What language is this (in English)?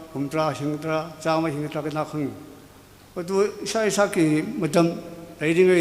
Tangkhul Naga (India)